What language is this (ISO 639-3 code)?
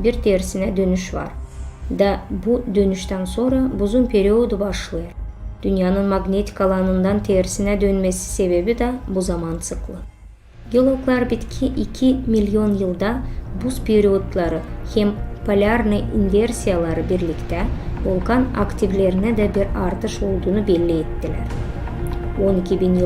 gag